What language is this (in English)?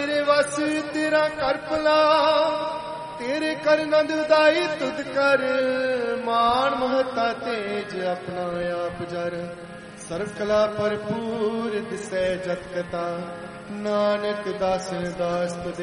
Punjabi